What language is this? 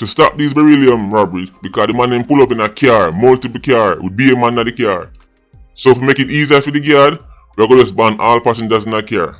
Jamaican Creole English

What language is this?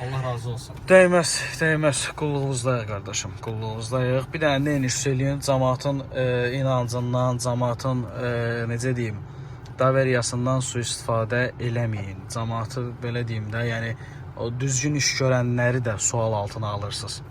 Azerbaijani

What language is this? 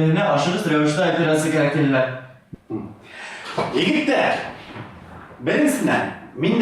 Bashkir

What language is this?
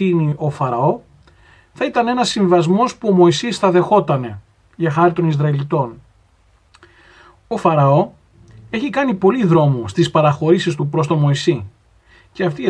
Greek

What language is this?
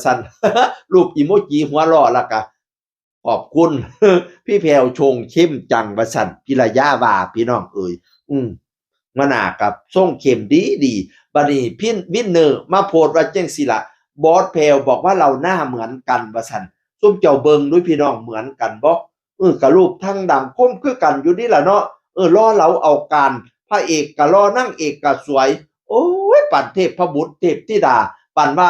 Northeastern Thai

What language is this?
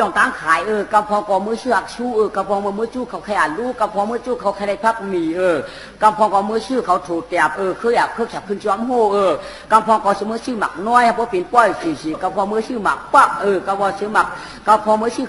Shan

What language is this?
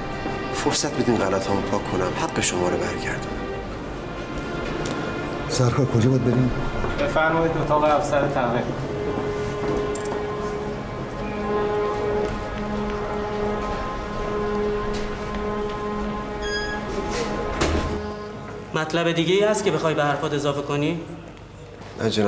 Persian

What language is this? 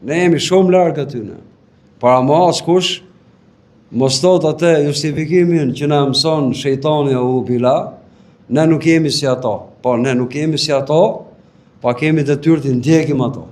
Albanian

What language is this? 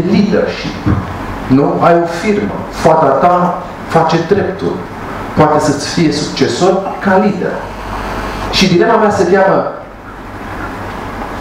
Romanian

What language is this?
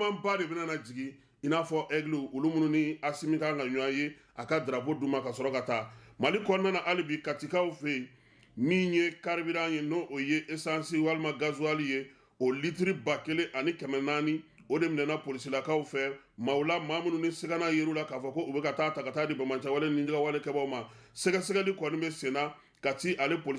Bambara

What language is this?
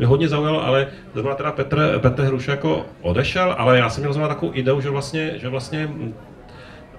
Czech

